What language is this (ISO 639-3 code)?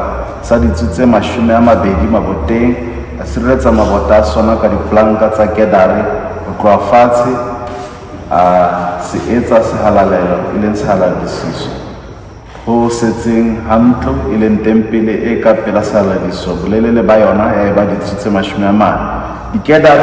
sot